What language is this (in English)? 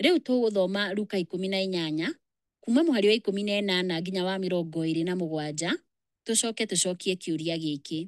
Kikuyu